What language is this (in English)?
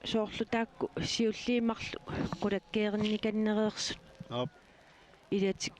Kalaallisut